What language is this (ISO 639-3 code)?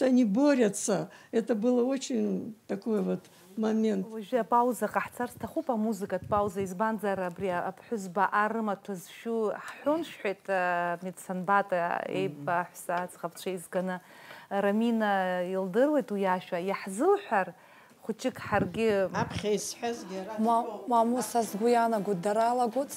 abk